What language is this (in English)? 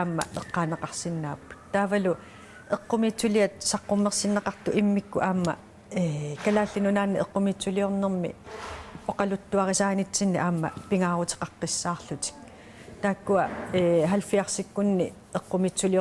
Kalaallisut